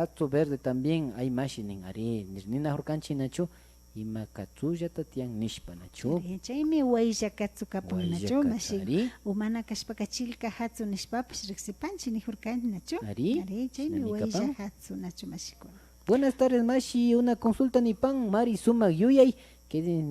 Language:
Imbabura Highland Quichua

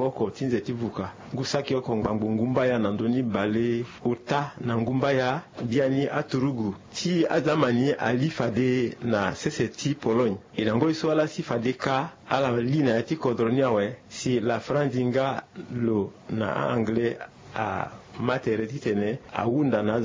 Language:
Sango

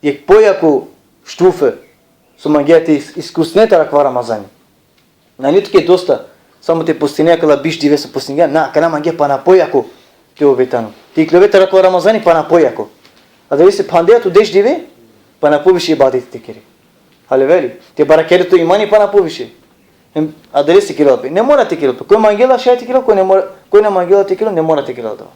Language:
Balkan Romani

